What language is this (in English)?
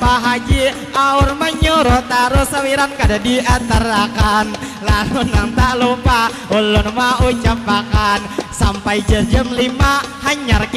Banjar